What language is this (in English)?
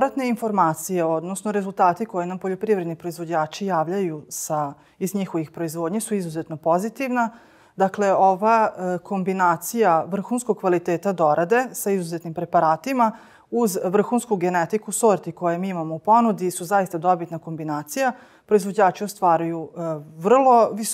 Serbian